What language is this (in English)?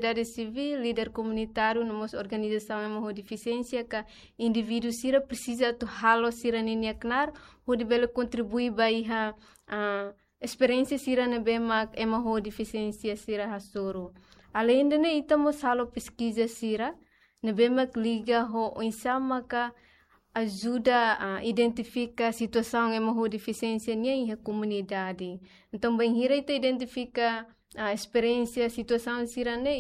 Tetum